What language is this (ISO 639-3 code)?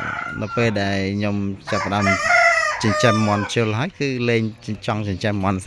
khm